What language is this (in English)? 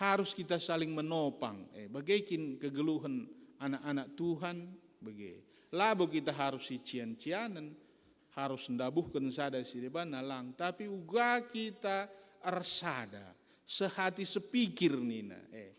Batak Karo